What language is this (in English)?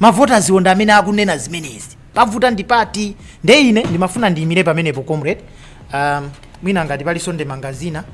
Nyanja